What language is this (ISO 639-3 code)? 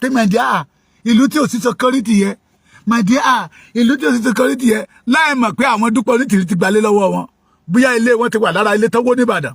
yor